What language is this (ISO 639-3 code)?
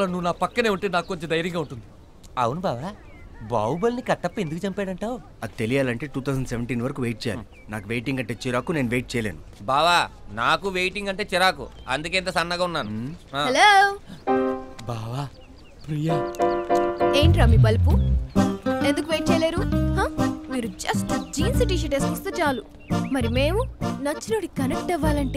tel